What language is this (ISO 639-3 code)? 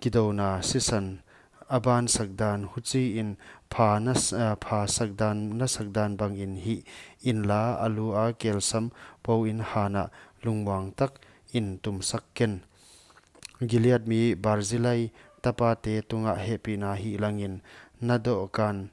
pck